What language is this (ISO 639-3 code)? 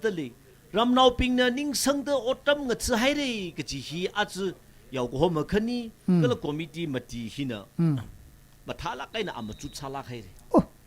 nmf